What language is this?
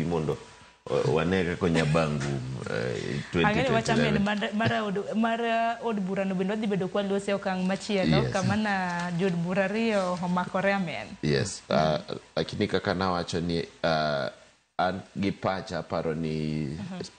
Luo (Kenya and Tanzania)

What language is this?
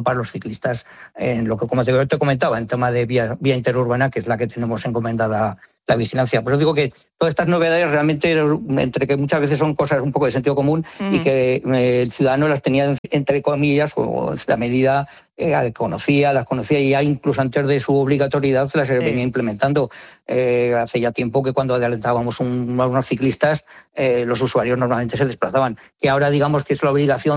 Spanish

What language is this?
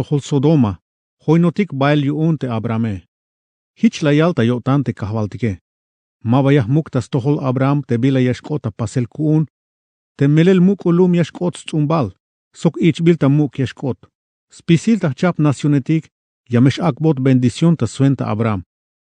Tzeltal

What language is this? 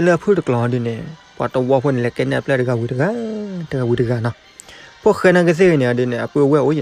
S'gaw Karen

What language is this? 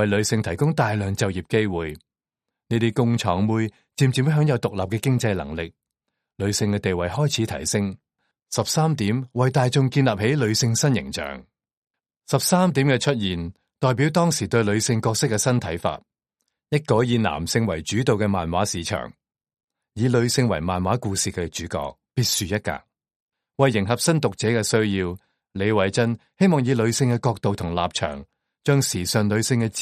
Cantonese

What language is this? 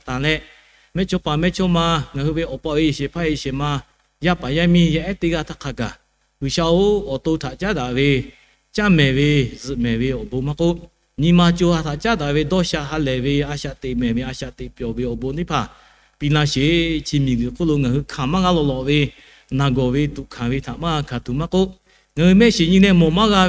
Lahu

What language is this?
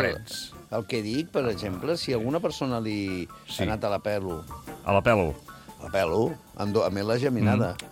Catalan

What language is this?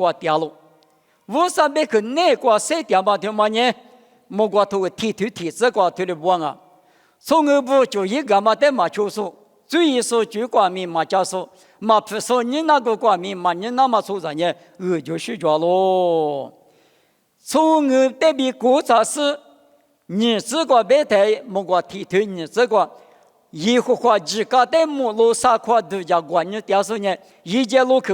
Lisu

